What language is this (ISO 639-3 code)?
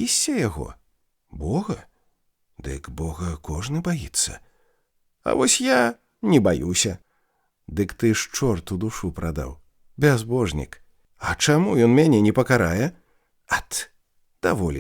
bel